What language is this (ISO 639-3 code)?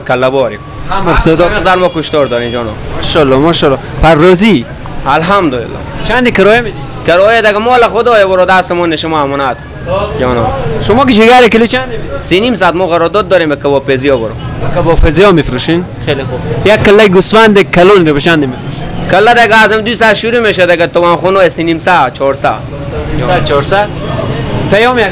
fas